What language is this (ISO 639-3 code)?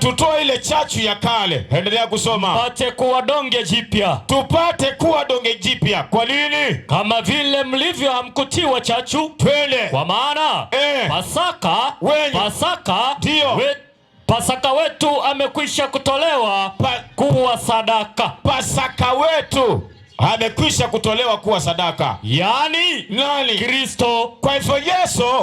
swa